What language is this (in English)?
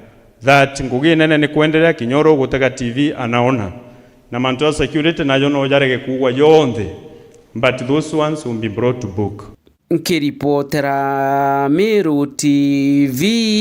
Meru